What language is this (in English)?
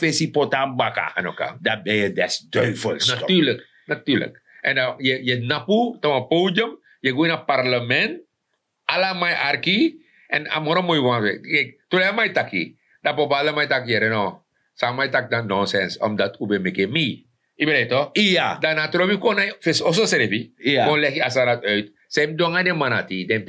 Sranan Tongo